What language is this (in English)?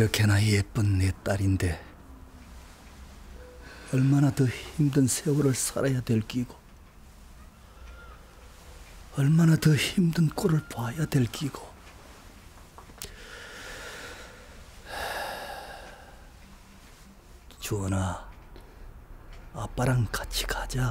Korean